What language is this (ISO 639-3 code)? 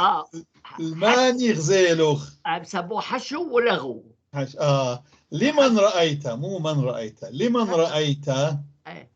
apc